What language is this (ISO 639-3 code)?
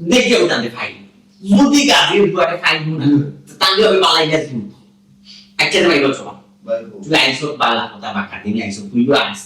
syl